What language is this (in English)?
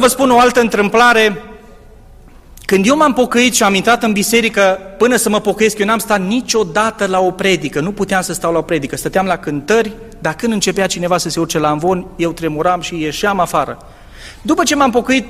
Romanian